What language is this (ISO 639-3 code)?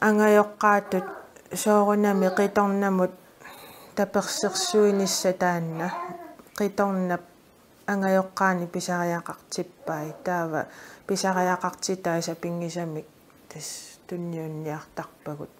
kal